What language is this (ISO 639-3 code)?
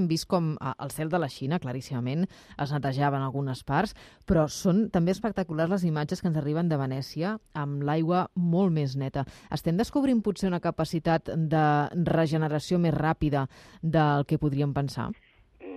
cat